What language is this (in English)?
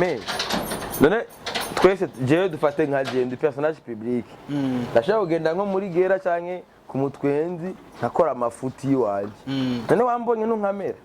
Rundi